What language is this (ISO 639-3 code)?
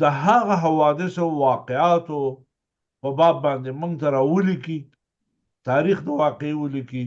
pus